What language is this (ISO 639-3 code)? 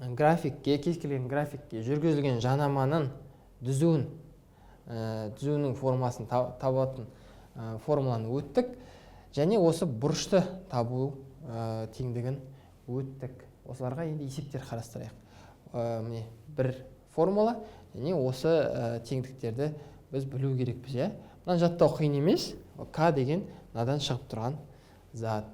kaz